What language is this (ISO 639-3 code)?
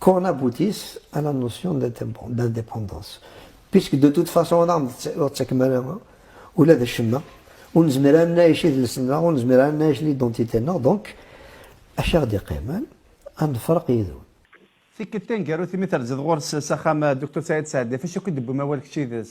kab